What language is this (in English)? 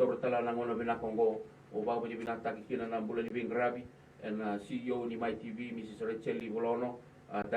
Fijian